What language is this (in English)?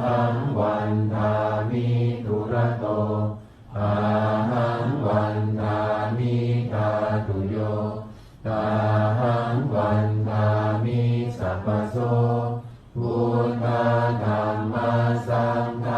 Pali